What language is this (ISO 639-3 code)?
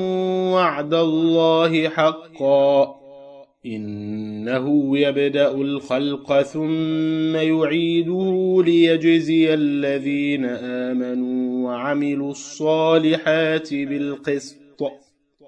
ara